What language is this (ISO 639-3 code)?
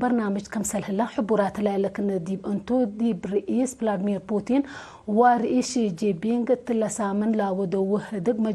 tig